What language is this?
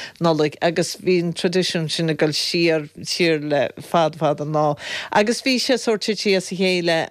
Irish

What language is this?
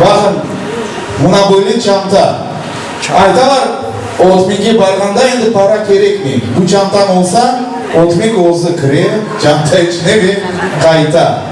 Crimean Tatar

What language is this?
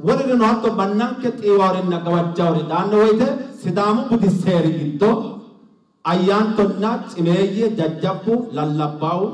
Sidamo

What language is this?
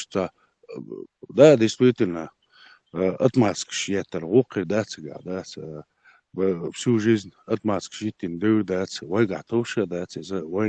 Chechen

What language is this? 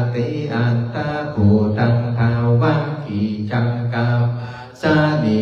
Pali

